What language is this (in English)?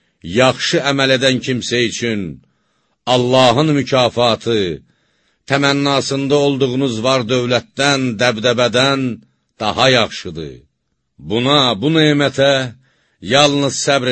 Azerbaijani